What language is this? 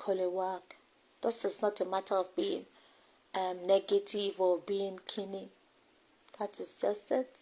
Yoruba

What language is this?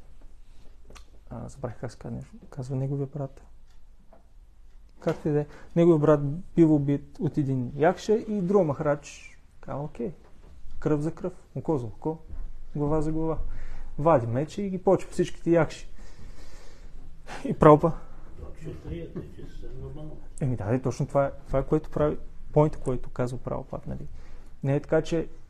Bulgarian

